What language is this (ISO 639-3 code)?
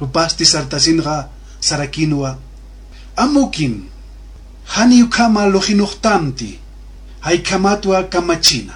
aym